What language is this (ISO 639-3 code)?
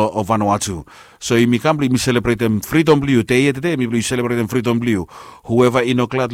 bis